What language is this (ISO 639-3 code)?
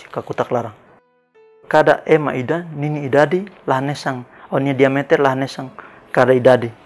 tet